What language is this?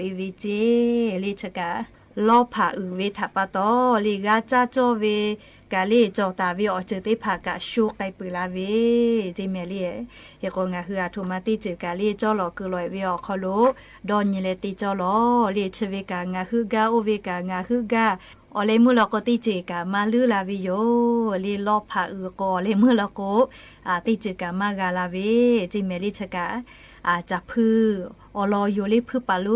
Lahu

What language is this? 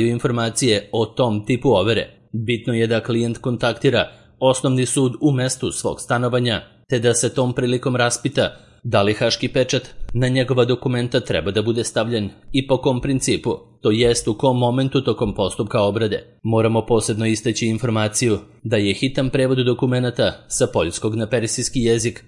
Serbian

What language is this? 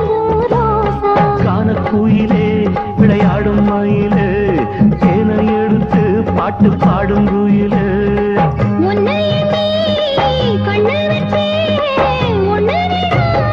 Tamil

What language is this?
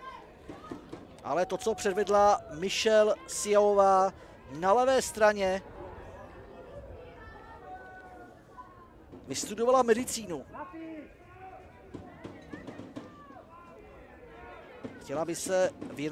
Czech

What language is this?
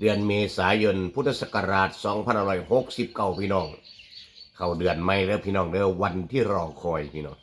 Northeastern Thai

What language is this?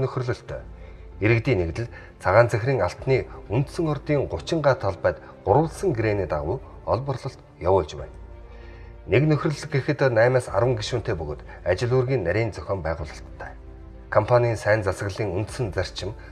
Mongolian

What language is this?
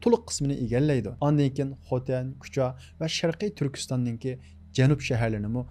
Uyghur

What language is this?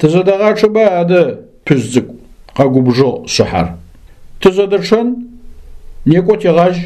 Adyghe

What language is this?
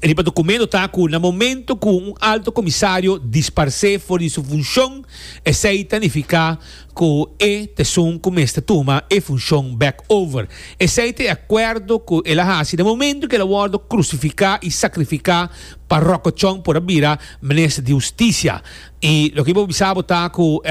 Papiamento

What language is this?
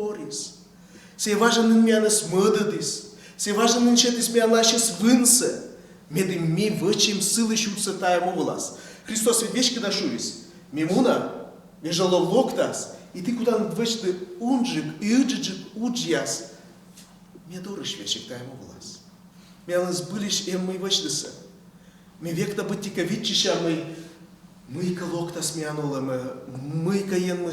Komi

